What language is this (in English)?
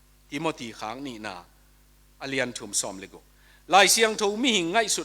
Tedim Chin